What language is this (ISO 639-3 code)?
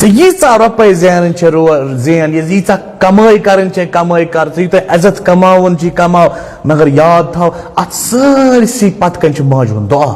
kas